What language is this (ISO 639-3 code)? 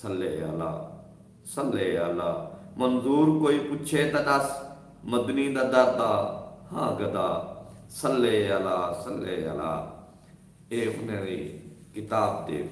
skr